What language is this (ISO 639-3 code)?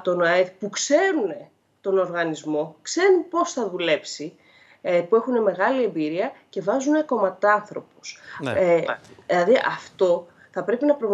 ell